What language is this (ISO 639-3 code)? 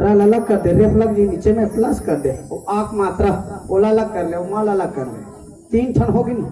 hne